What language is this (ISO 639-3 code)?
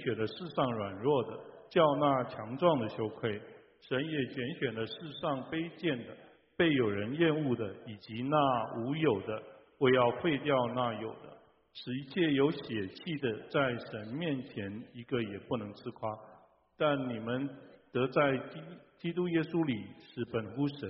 zho